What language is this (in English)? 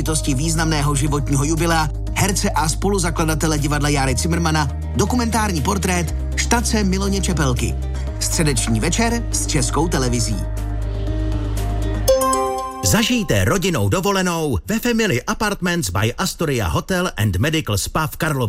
Czech